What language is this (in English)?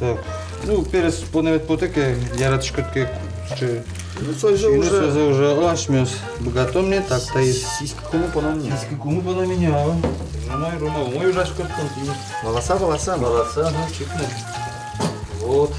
Udmurt